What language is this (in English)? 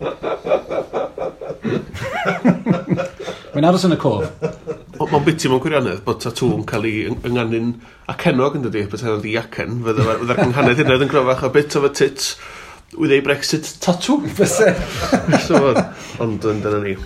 Welsh